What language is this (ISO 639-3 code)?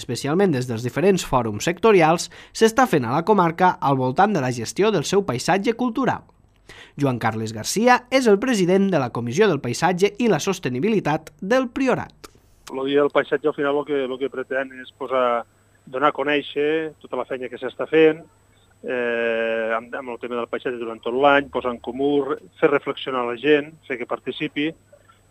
cat